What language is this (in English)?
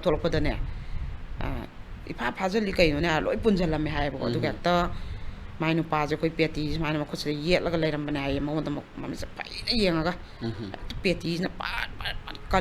Manipuri